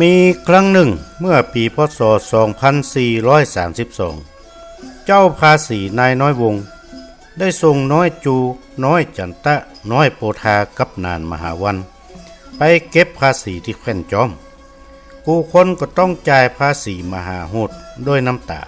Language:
Northern Thai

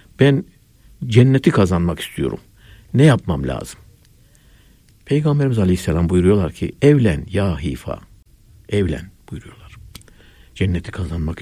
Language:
Turkish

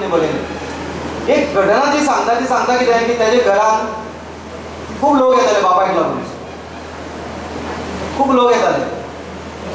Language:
Konkani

